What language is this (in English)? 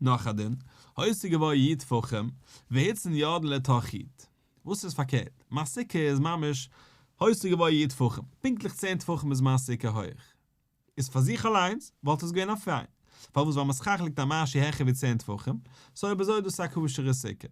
Yiddish